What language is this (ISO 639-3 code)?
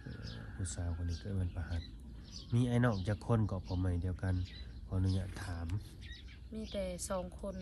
lao